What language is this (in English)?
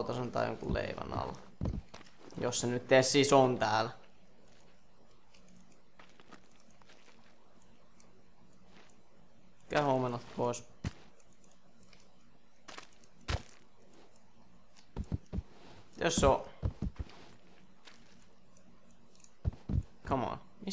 Finnish